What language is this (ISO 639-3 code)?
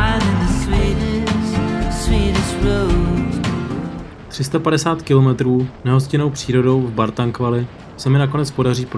ces